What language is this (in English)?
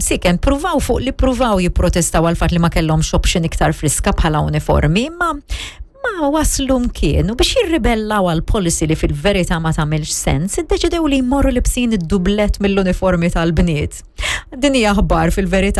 Maltese